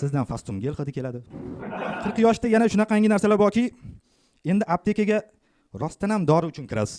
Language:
Uzbek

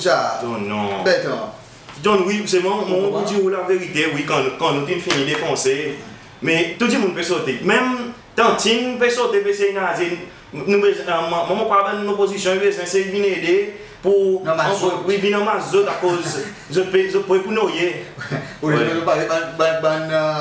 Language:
Seselwa Creole French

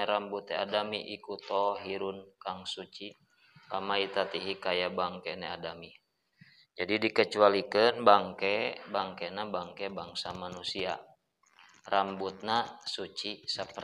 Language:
Sundanese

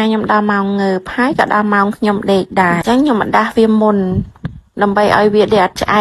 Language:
Khmer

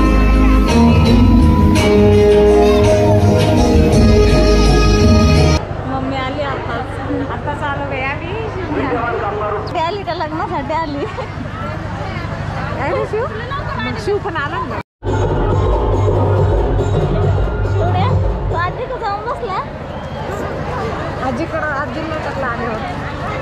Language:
Marathi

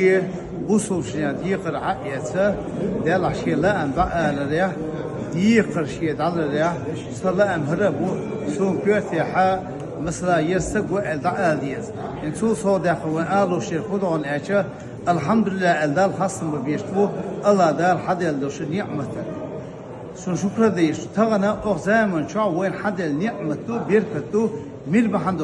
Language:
Chechen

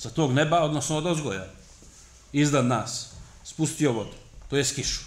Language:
Bosnian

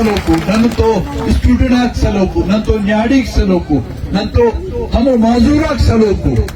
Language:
Brahui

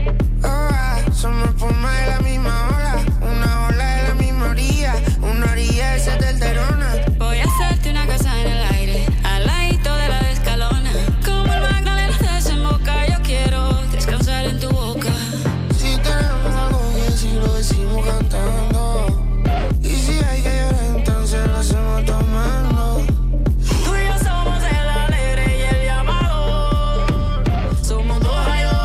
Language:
Spanish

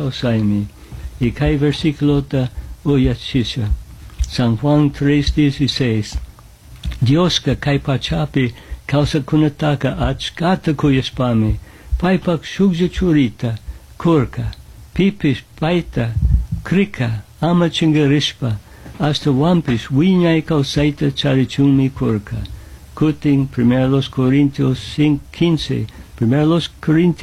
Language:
Chimborazo Highland Quichua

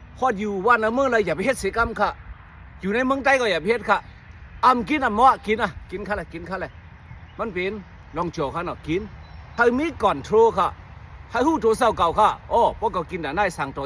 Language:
Shan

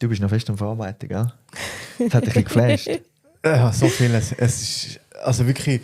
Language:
Swiss German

